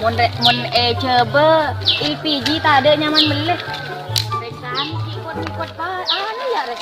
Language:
Madurese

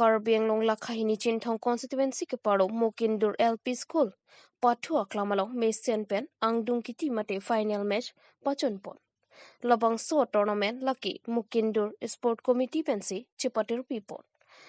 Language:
Karbi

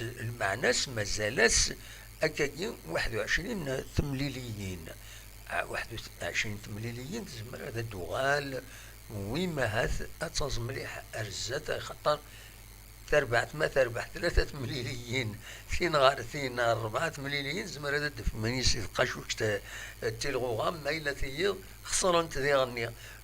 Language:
Kabyle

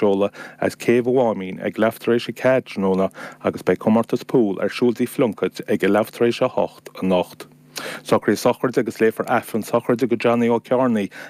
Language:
Irish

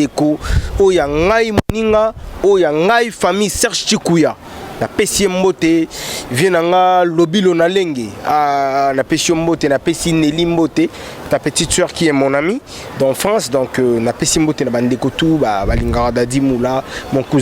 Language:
Lingala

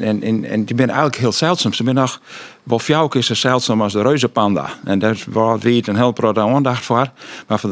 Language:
Western Frisian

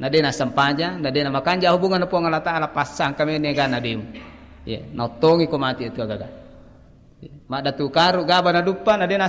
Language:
Buginese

